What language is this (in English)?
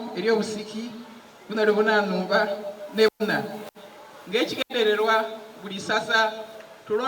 Soga